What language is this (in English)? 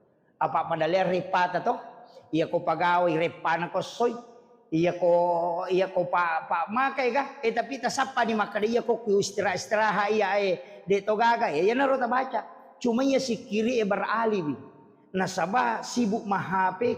Buginese